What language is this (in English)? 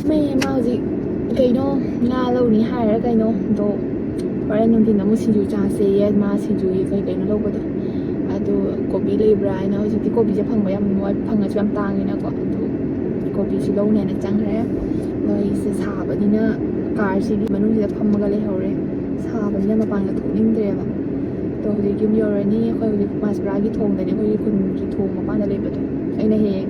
Manipuri